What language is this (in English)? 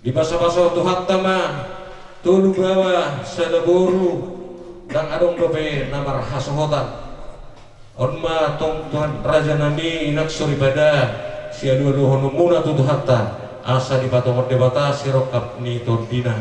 Batak Toba